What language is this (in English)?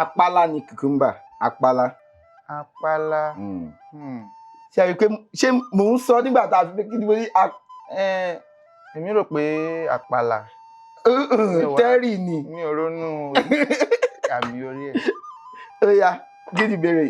Yoruba